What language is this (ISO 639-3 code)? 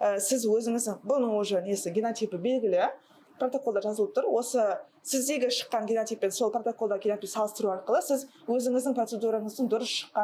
kaz